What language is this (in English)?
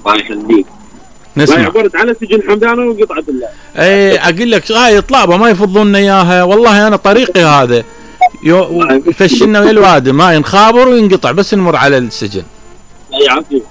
Mesopotamian Arabic